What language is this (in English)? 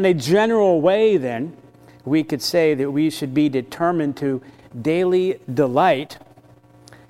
English